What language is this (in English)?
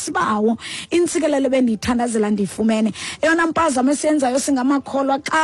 Xhosa